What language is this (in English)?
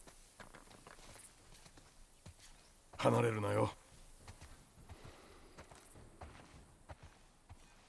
Japanese